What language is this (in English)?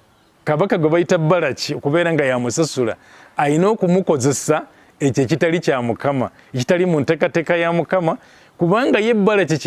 Ganda